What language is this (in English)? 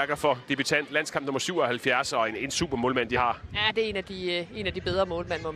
Danish